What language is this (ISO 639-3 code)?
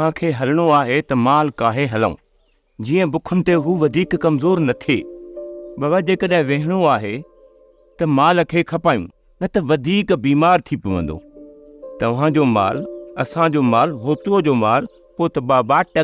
snd